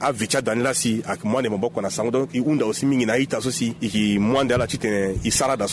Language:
Sango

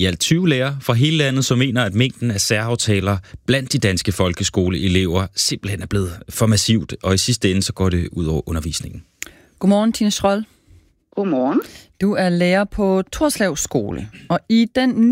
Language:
Danish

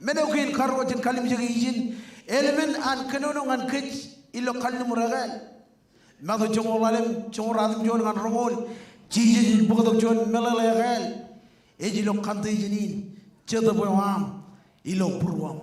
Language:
Marshallese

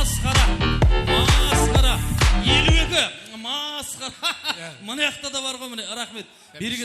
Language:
Kara-Kalpak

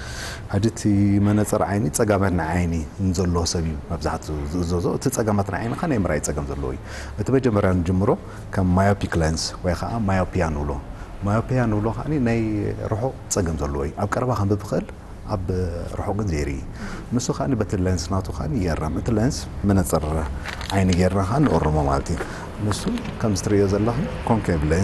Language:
Tigrinya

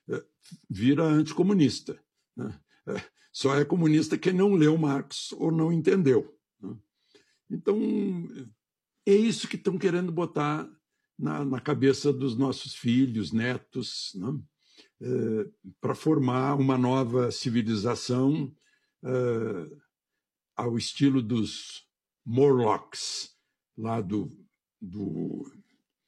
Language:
Portuguese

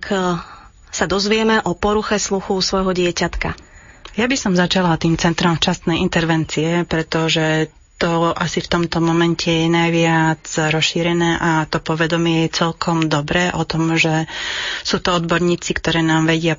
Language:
Slovak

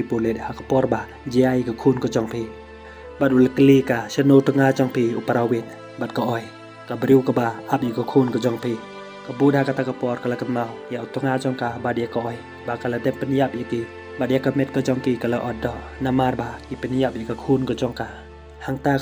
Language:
Khasi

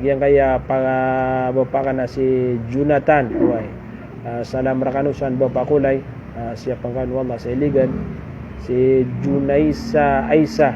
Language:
Maranao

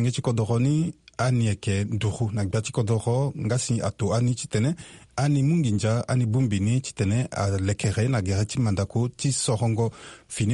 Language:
Sango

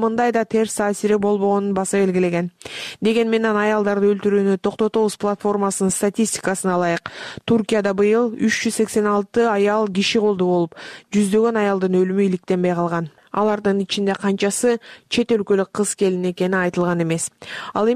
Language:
Kyrgyz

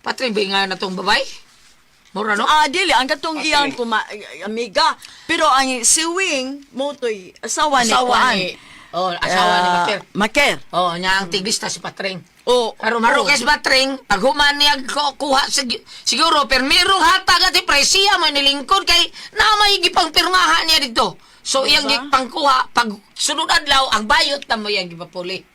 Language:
Cebuano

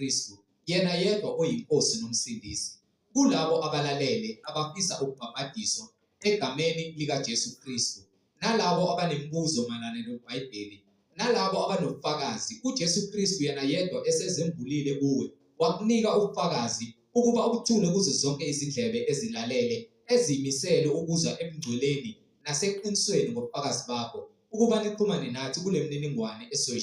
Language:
Zulu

